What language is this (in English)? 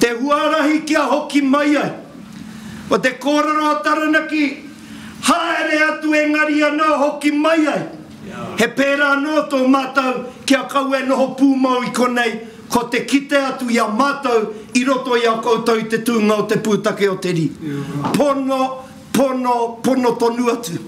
Māori